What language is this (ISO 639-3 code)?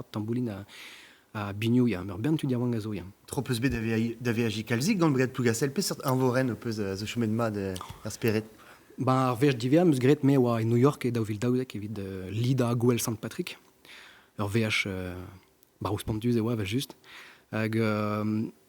bre